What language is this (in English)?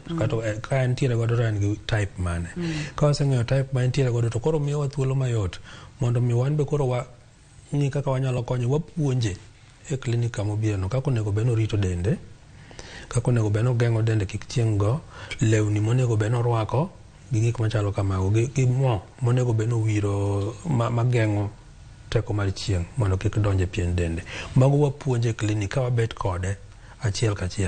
Luo (Kenya and Tanzania)